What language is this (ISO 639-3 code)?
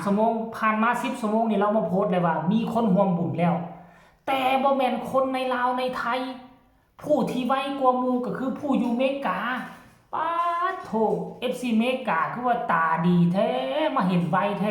lao